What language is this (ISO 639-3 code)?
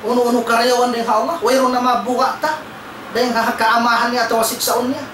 tsg